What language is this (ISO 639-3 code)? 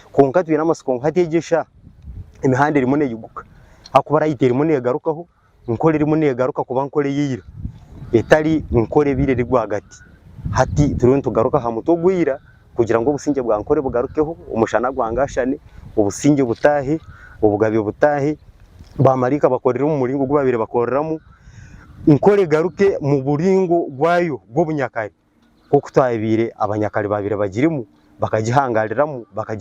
nyn